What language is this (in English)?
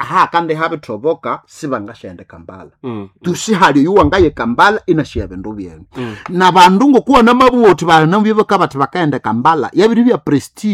Nande